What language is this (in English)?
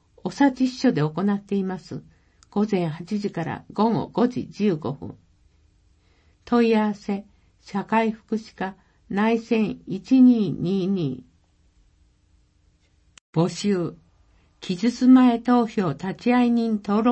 Japanese